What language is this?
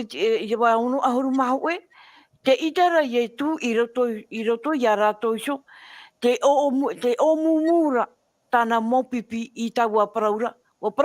Tahitian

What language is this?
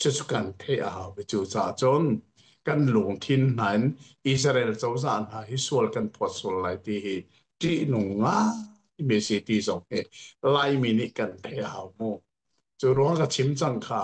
Hakha Chin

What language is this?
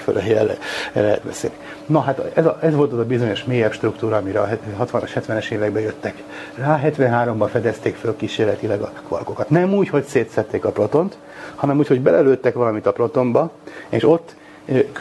Hungarian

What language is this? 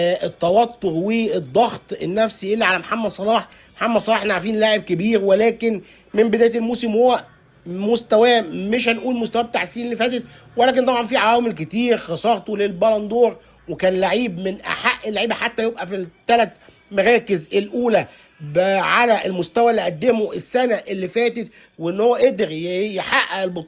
Egyptian Arabic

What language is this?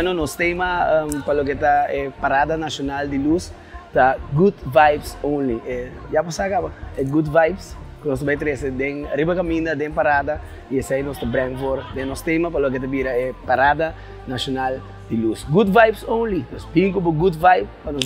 Papiamento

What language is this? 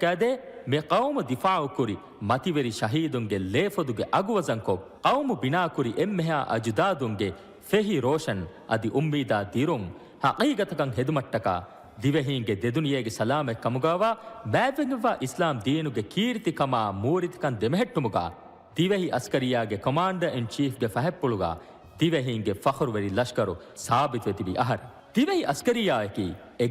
Divehi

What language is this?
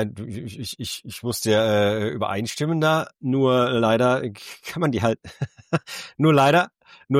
German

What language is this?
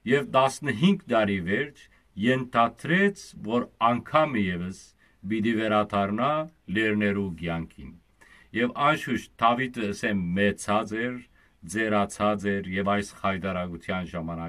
Western Armenian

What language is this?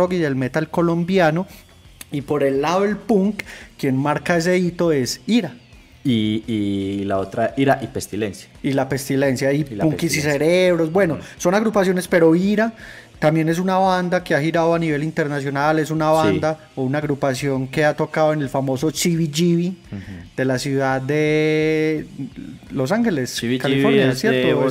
Spanish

